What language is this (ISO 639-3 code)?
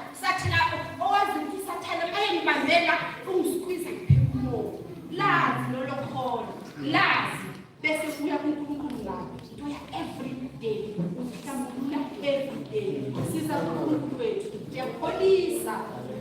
zul